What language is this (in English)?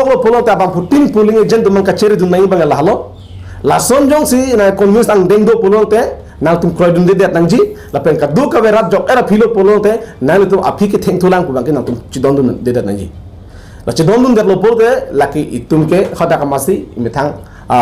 Karbi